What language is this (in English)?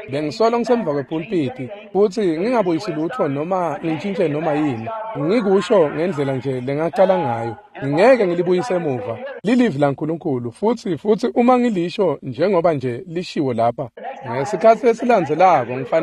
Swati